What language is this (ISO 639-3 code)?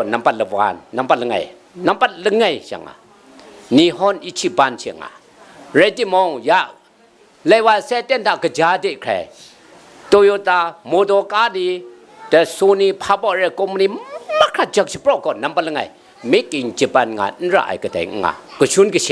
kac